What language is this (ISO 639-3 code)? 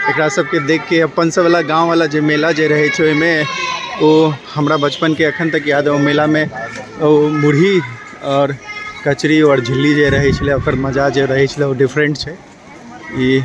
mai